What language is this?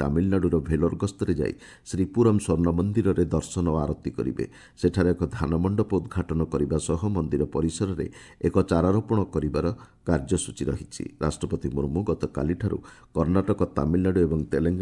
Odia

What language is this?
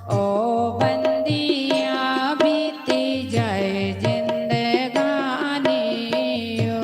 Dogri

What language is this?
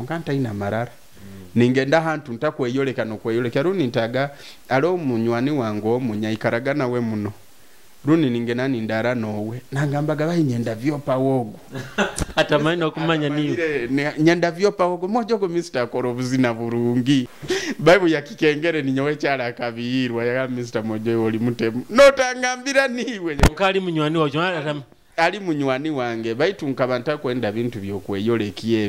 Nyoro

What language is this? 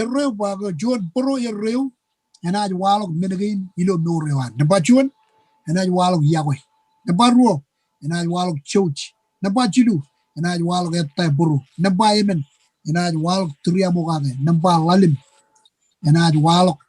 Marshallese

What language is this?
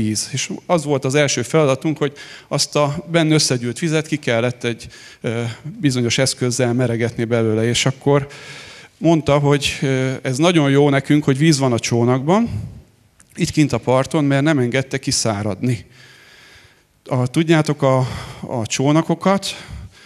Hungarian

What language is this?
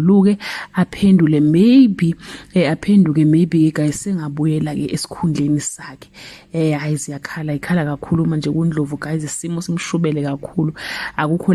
Zulu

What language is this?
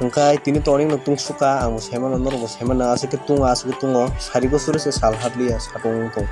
Kok Borok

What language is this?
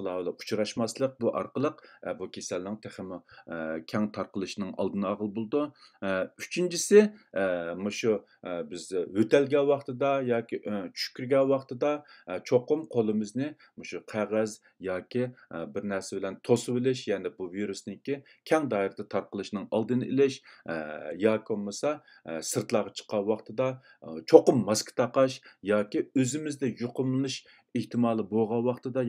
Uyghur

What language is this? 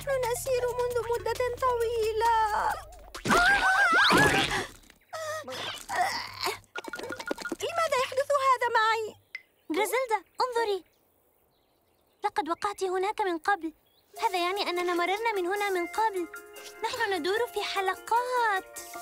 Arabic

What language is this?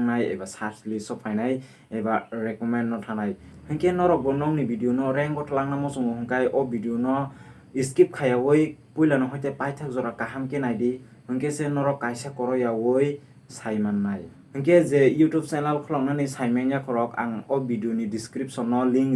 Kok Borok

